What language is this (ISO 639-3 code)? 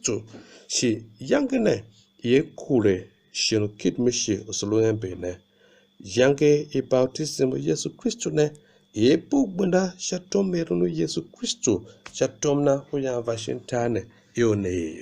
tiv